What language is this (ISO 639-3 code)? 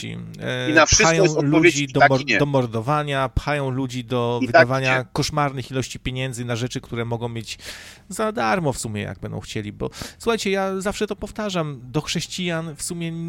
pol